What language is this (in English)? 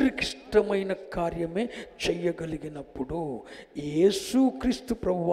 Telugu